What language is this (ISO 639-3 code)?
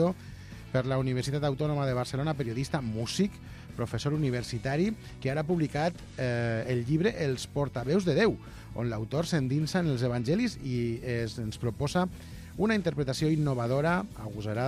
cat